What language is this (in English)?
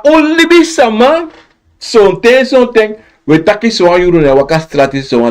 Sranan Tongo